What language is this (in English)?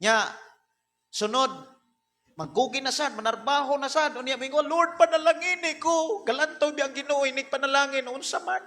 Cebuano